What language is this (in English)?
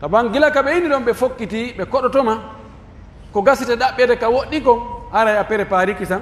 Pular